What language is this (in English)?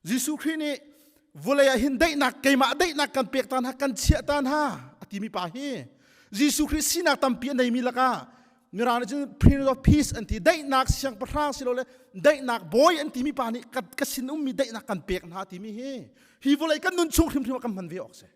Hakha Chin